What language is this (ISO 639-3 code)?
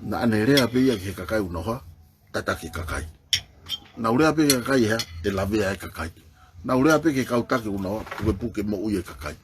ton